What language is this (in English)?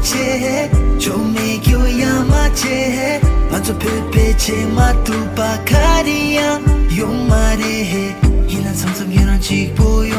Tibetan